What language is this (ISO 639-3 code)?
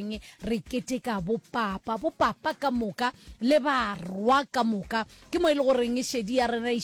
nso